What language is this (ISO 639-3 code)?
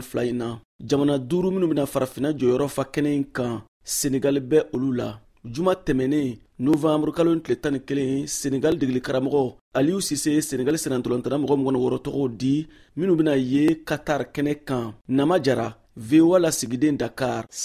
bam